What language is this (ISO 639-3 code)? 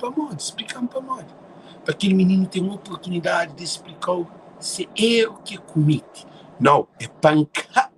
kea